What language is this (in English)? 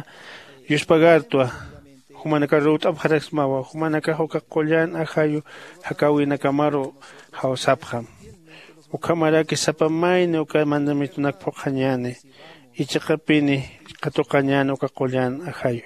Aymara